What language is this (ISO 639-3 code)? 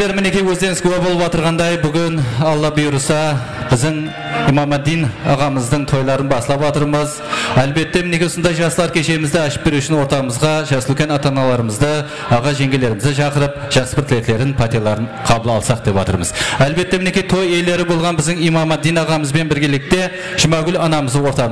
kaa